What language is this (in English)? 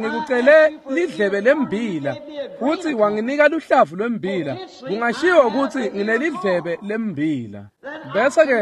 Swati